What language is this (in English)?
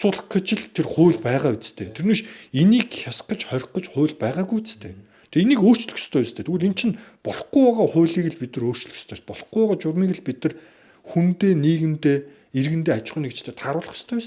Mongolian